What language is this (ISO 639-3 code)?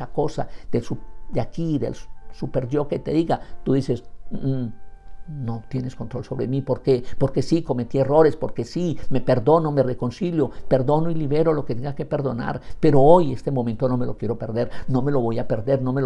spa